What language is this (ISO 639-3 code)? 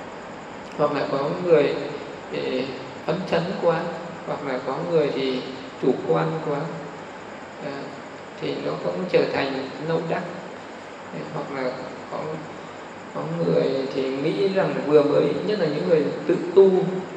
vie